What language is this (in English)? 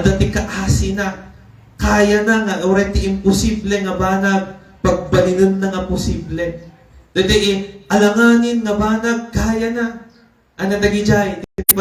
Iloko